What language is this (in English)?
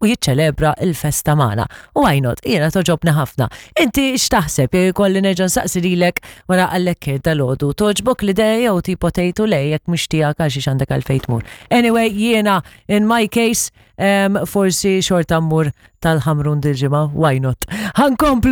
Maltese